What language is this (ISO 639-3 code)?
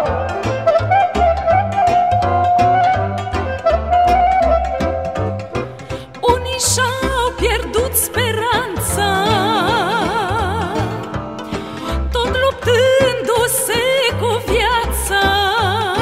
ron